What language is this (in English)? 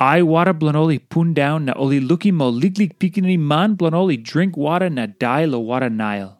Tok Pisin